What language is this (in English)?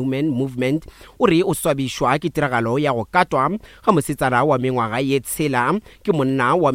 Northern Sotho